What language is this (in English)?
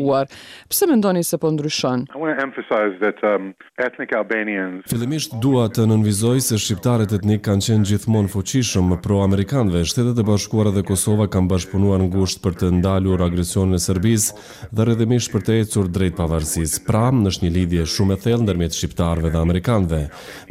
Albanian